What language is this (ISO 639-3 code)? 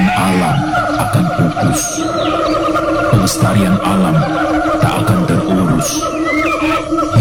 ind